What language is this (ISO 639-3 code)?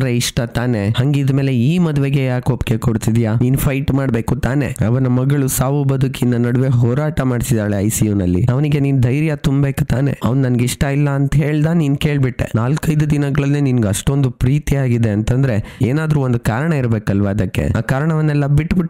kan